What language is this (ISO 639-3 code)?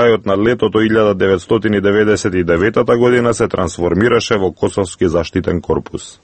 mkd